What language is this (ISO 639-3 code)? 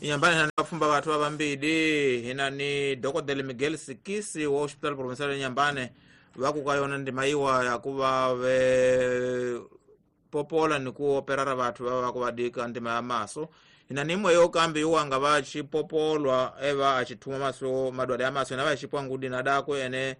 tso